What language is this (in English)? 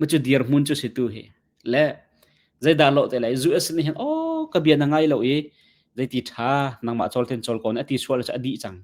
Hakha Chin